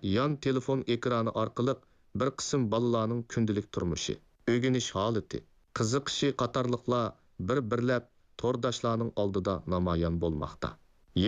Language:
Uyghur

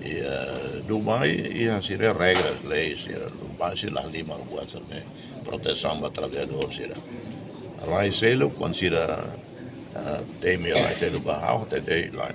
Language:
Tetum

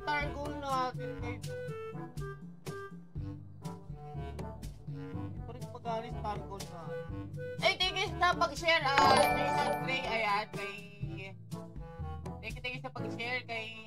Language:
Filipino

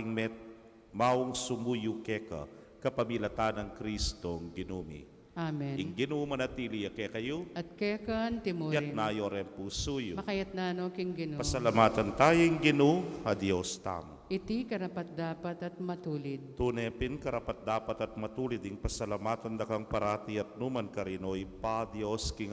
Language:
Pampanga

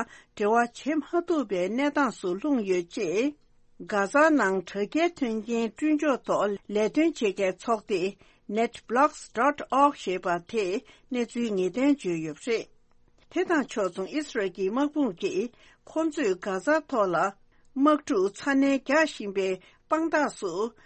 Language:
Tibetan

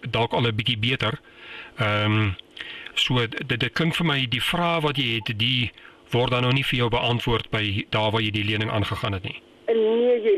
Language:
Afrikaans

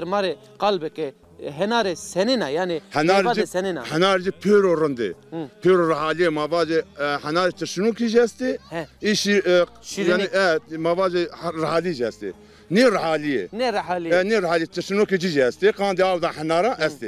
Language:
Zaza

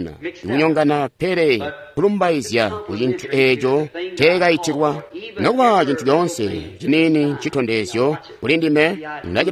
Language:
Tonga (Zambia)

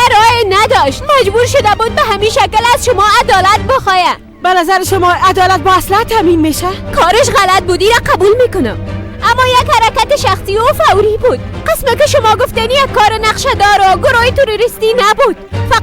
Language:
Persian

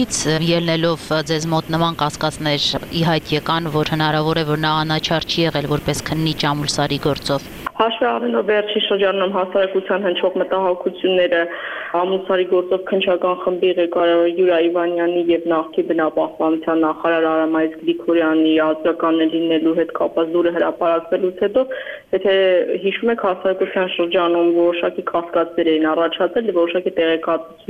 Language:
Armenian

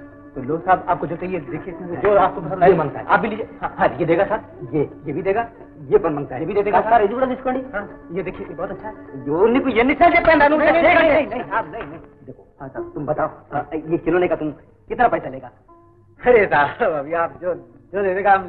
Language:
Hindi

